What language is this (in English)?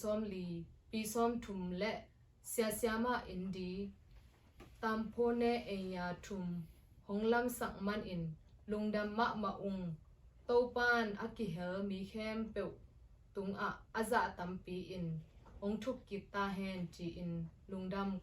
Tedim Chin